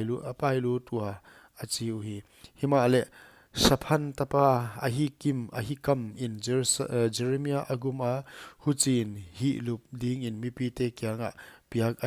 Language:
Paite Chin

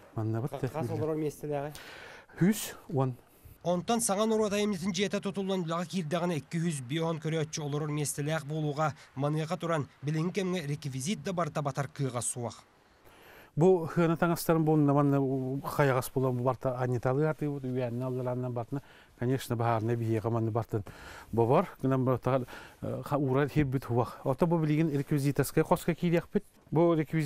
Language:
Yakut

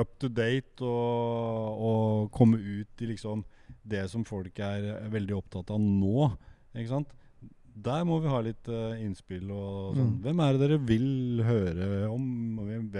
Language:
Norwegian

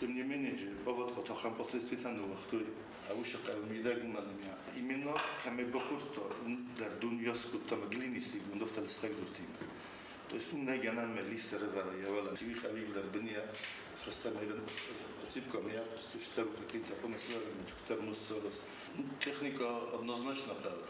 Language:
Ossetic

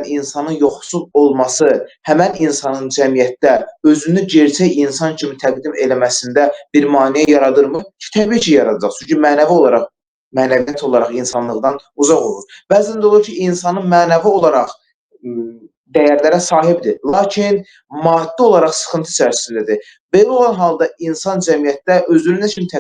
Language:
Azerbaijani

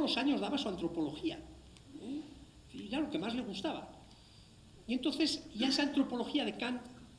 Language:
Spanish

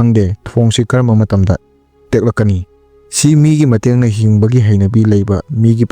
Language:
Manipuri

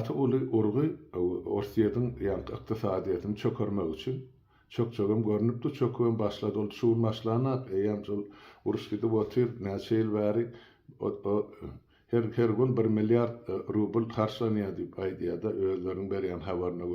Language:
Turkmen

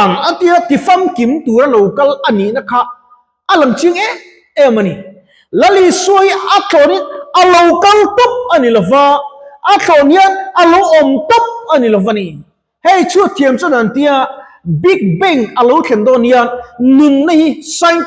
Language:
Mizo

